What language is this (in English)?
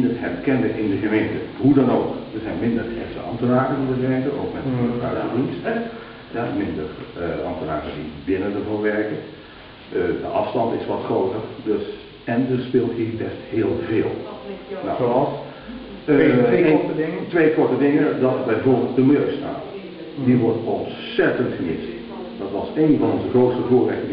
Dutch